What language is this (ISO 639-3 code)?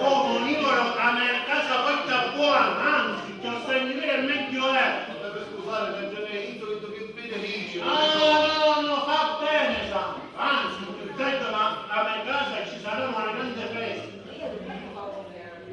scn